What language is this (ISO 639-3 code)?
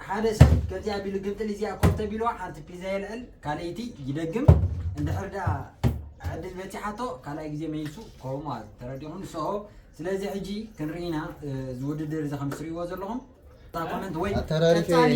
tir